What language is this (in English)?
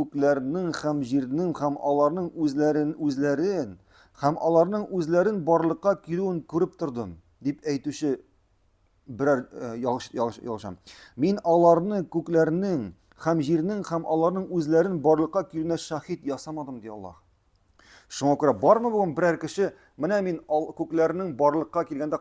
Tatar